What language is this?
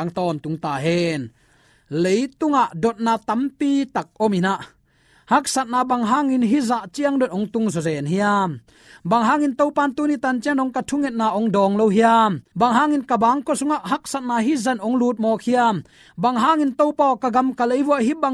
Tedim Chin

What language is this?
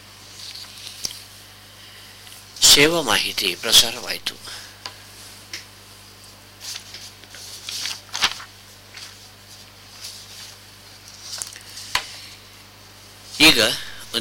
Kannada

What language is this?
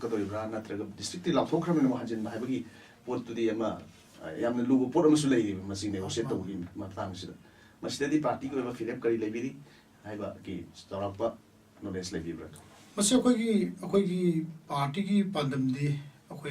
Manipuri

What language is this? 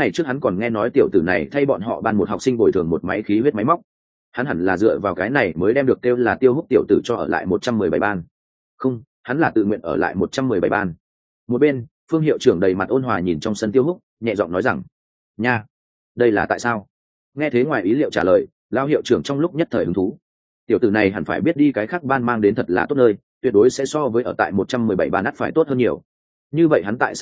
Vietnamese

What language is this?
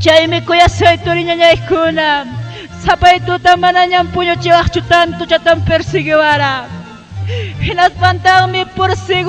Ayacucho Quechua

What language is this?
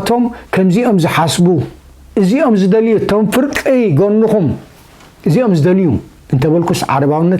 Tigrinya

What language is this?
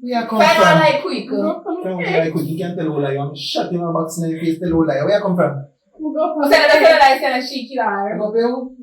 Jamaican Creole English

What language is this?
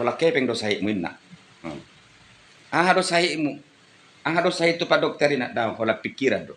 Batak Toba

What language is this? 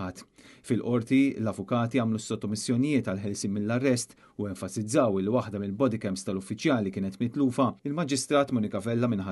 Maltese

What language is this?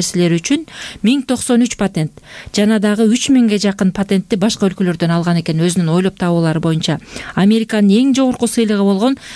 Kyrgyz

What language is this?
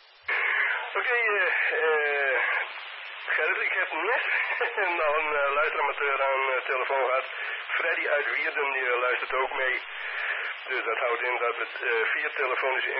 Dutch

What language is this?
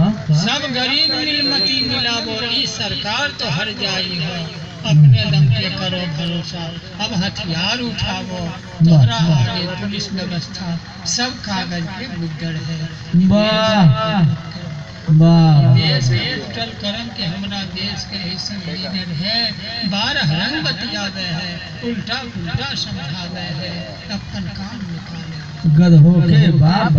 Magahi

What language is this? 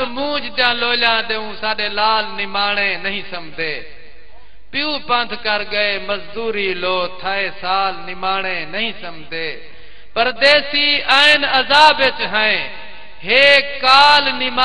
Saraiki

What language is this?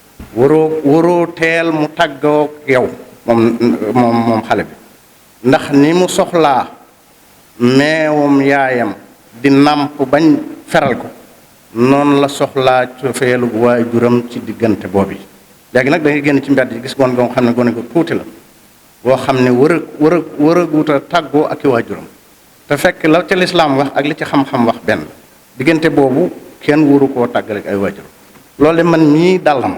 Wolof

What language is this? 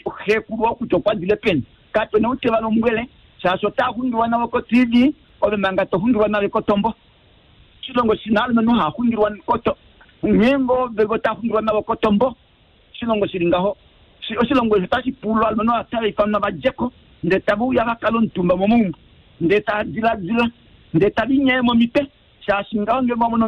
Kuanyama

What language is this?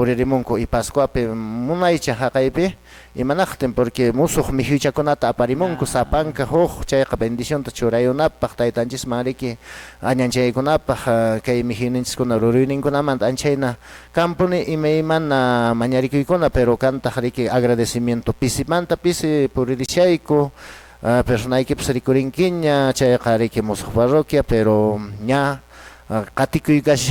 Quechua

